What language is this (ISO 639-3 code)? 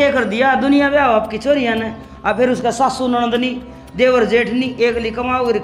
bgc